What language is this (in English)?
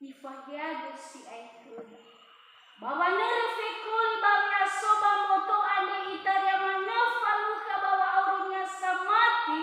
Nias